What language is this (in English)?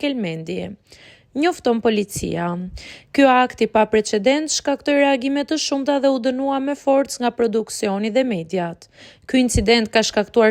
Albanian